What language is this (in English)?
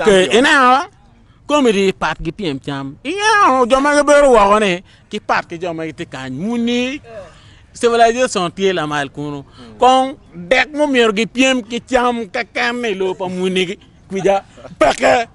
Acoli